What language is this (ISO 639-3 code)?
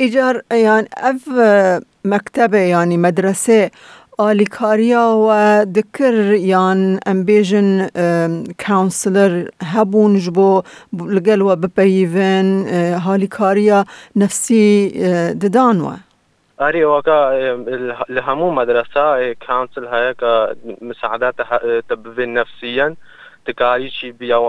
kur